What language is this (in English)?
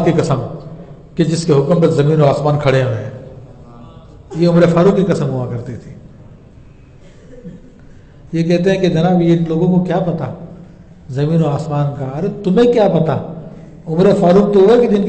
Urdu